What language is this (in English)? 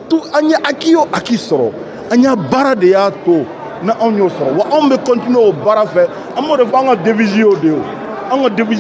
Bambara